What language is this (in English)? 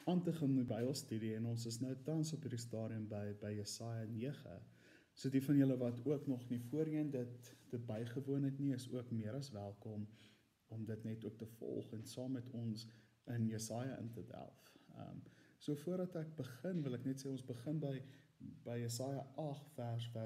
Afrikaans